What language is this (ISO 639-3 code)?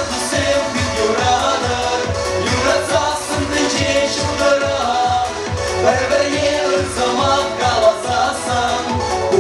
chv